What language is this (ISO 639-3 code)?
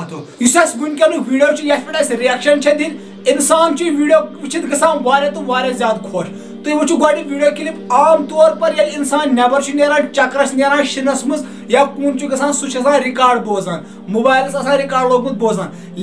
kas